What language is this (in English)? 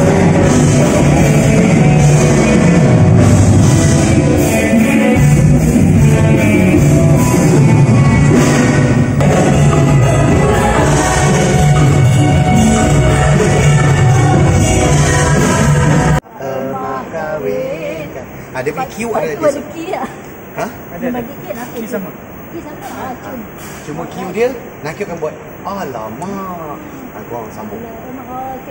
Malay